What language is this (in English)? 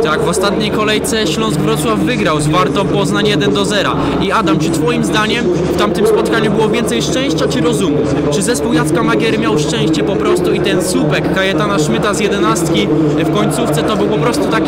Polish